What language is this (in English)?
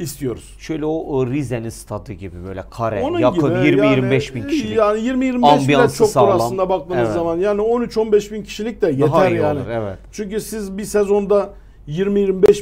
Turkish